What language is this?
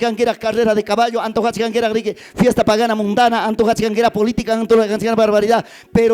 Ayacucho Quechua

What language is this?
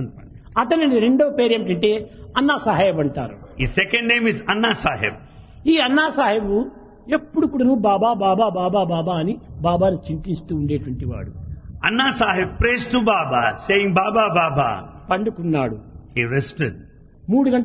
Telugu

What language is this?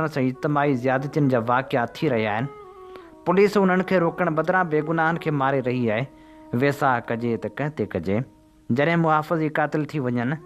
Sindhi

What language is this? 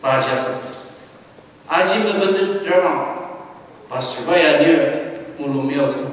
Ao Naga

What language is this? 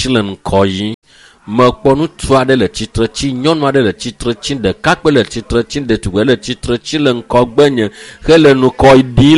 Ewe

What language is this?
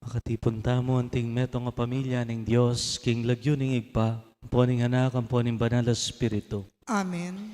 Pampanga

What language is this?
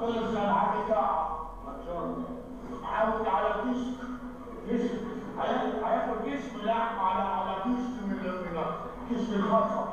Egyptian Arabic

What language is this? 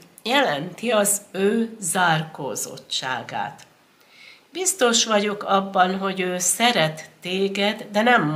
Hungarian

